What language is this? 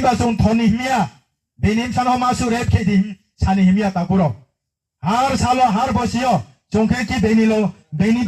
Riang (India)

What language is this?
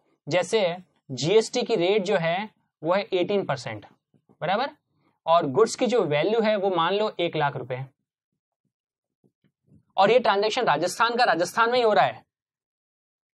Hindi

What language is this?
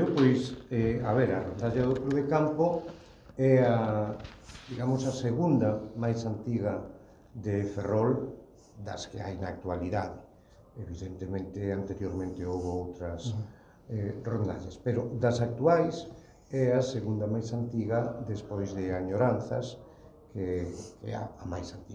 Galician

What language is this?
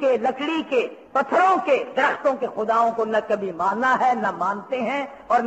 Urdu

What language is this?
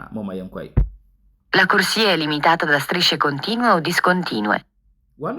Akan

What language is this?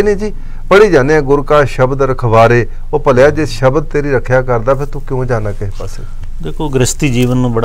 Punjabi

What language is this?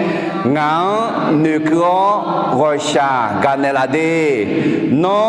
Akha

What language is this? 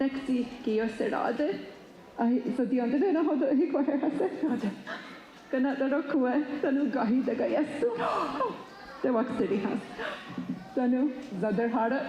Mohawk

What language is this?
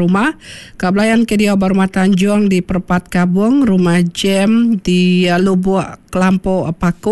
Iban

